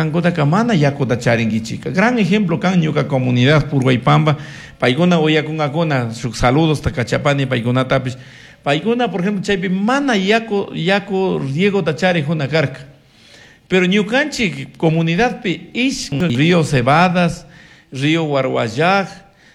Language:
Chimborazo Highland Quichua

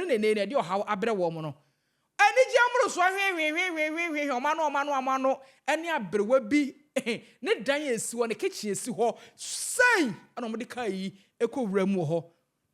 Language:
Akan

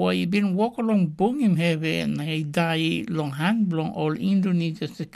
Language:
Tok Pisin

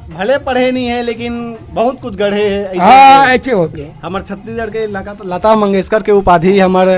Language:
Chhattisgarhi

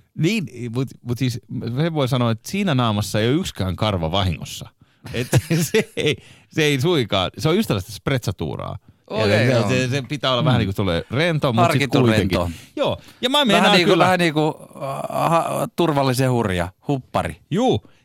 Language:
Finnish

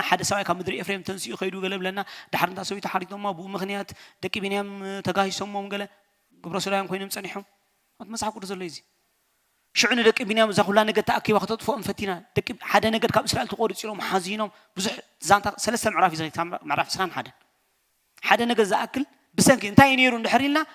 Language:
Tigrinya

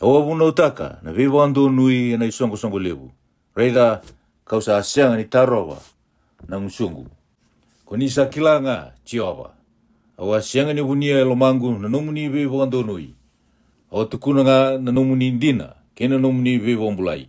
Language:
Fijian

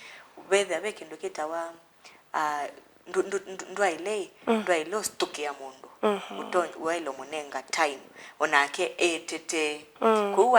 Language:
Kamba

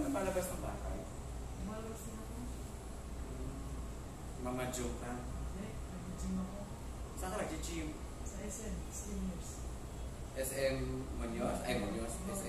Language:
Filipino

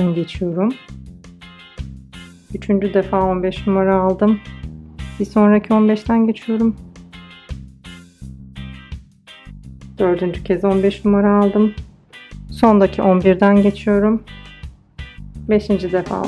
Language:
Turkish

